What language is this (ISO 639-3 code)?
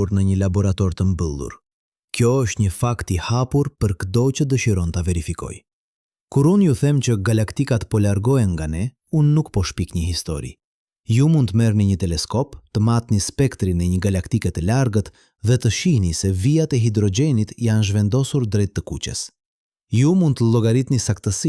sqi